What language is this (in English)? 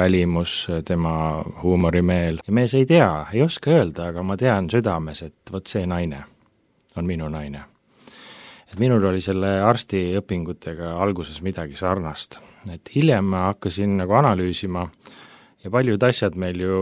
Estonian